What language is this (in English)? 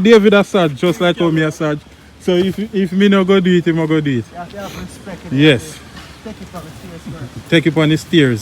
Jamaican Creole English